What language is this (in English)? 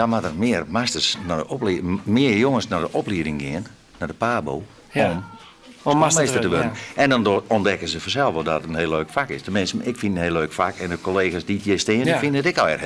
Western Frisian